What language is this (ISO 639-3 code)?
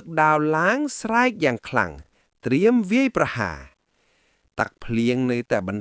khm